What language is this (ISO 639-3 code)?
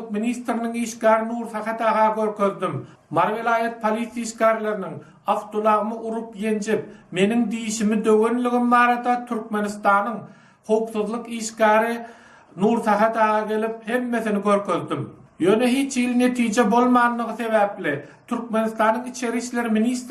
tuk